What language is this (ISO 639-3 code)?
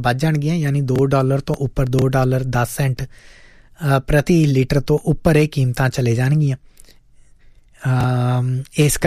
pan